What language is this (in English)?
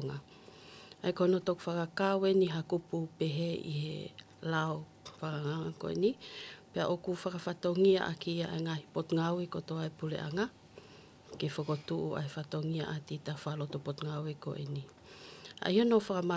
Tongan